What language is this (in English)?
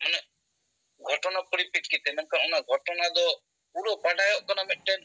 Santali